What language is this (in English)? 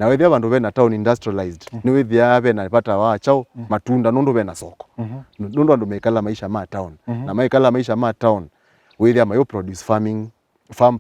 Kamba